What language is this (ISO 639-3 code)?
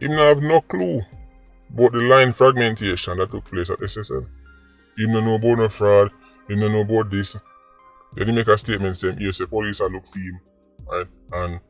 jam